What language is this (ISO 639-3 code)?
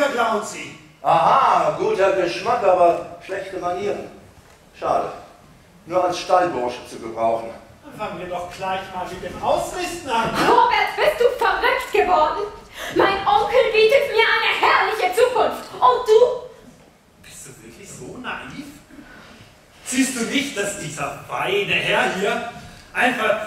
deu